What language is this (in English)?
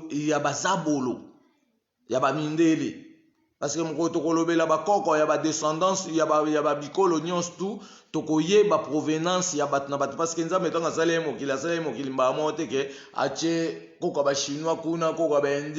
Lingala